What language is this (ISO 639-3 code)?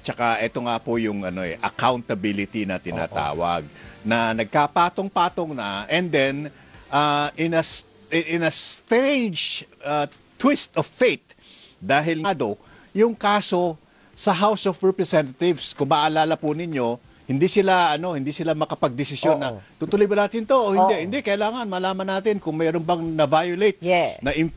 fil